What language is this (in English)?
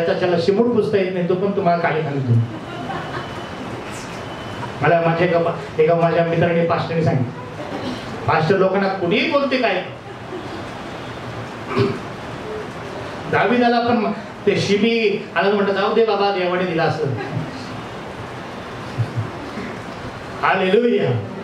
Marathi